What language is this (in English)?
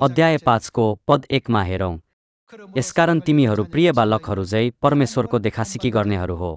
Nepali